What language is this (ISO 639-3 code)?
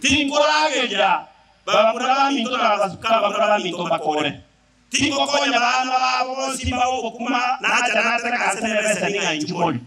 guz